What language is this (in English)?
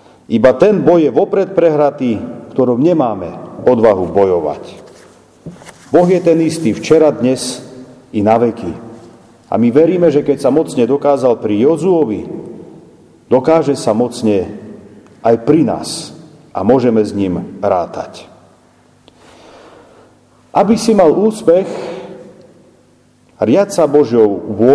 Slovak